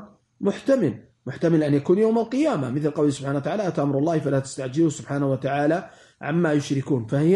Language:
Arabic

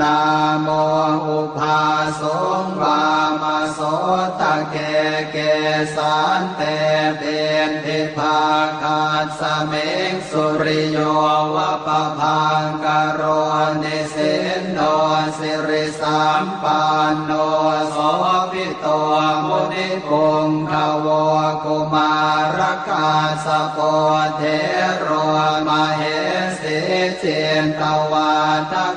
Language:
Pali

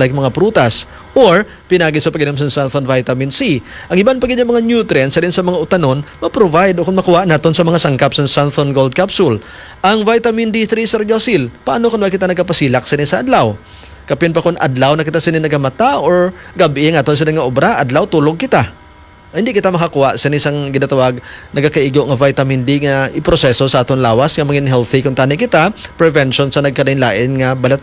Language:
Hiligaynon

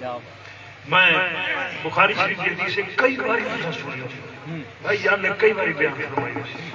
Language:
Saraiki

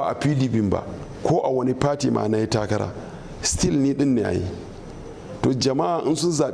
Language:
Hausa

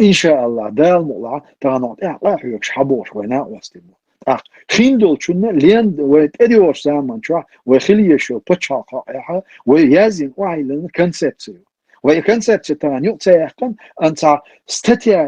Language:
Chechen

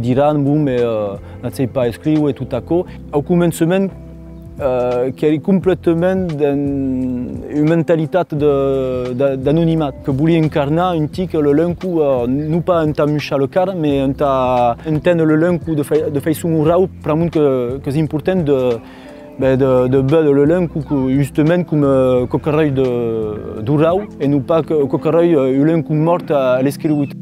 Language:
Occitan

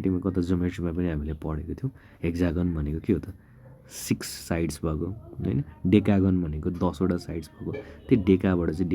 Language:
Nepali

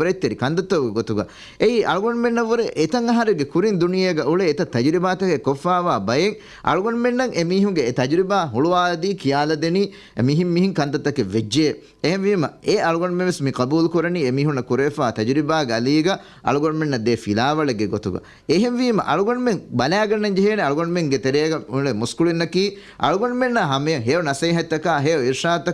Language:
Divehi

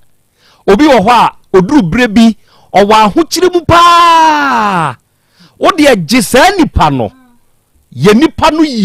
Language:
Akan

